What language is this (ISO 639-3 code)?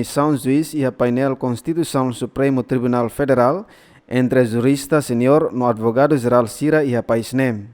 tet